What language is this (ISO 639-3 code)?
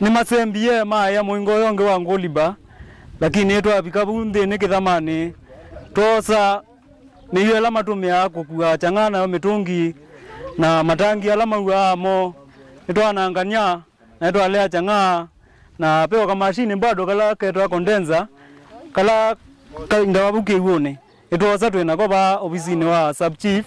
kam